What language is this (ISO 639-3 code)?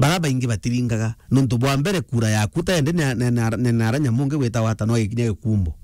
mer